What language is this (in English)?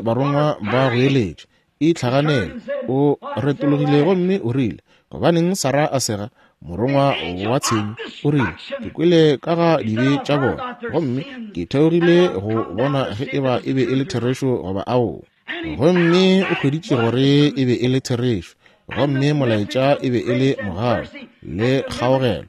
Northern Sotho